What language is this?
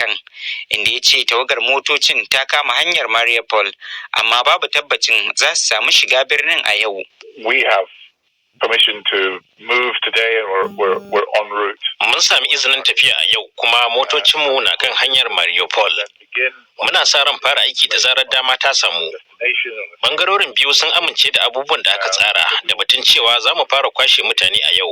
Hausa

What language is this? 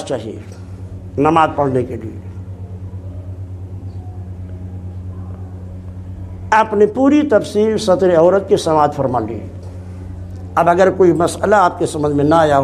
Urdu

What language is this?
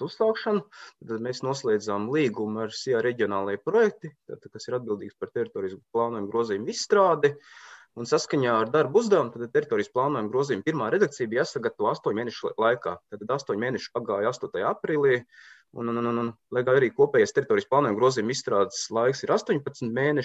Latvian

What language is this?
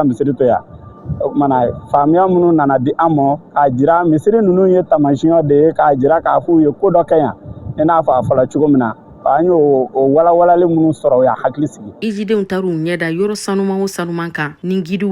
Bambara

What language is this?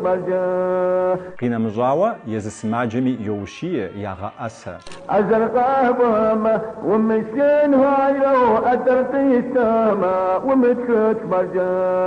Kabardian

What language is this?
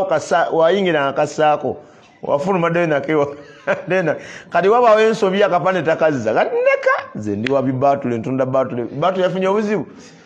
Ganda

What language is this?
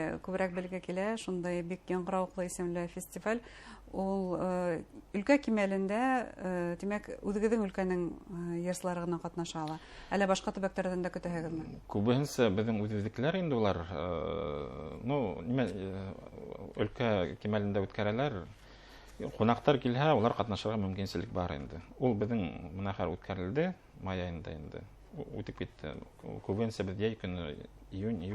Bashkir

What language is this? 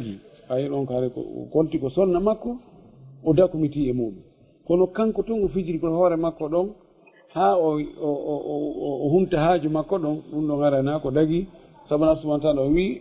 Fula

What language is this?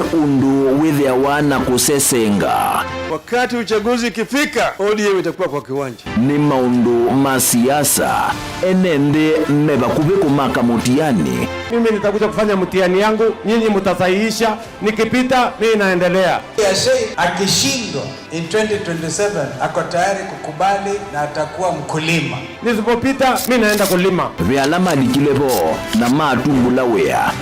Kamba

